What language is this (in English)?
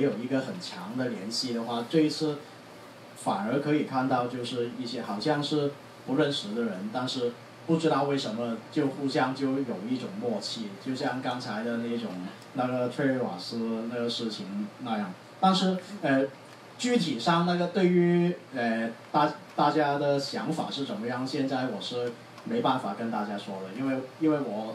Chinese